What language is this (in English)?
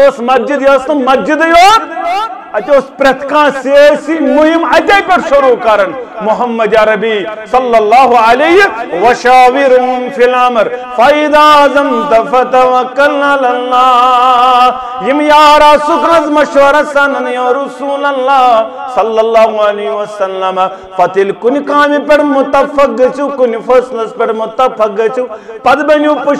Kashmiri